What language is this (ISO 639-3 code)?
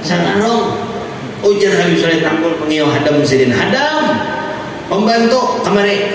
bjn